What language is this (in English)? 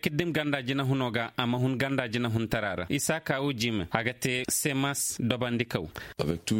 Koyraboro Senni